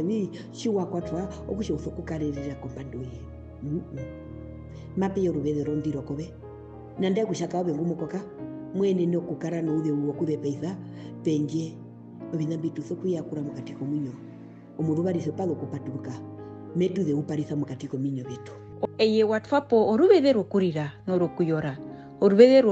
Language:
Herero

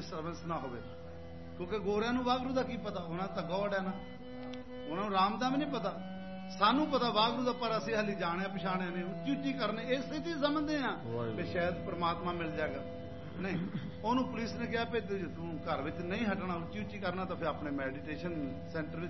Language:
Punjabi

